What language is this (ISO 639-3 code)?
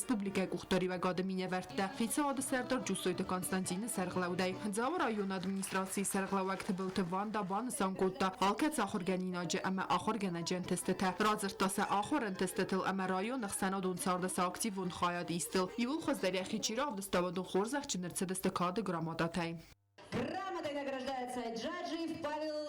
oss